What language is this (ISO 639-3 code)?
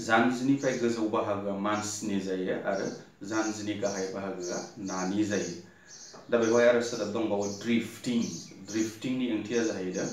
brx